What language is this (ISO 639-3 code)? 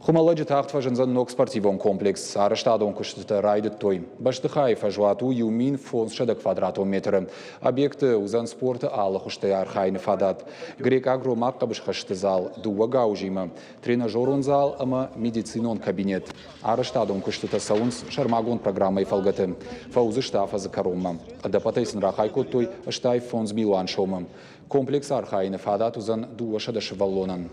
oss